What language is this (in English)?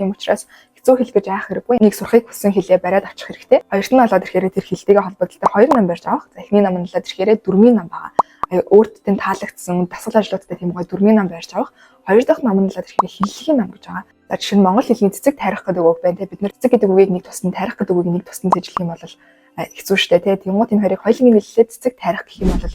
Mongolian